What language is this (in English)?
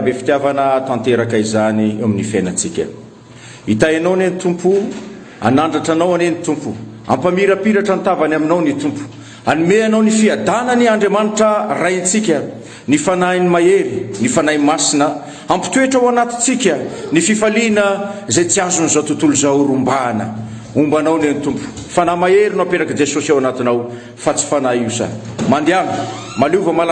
Malagasy